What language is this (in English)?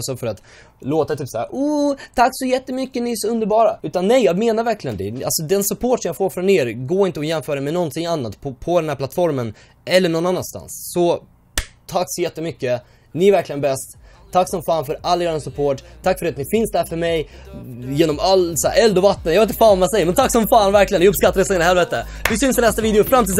Swedish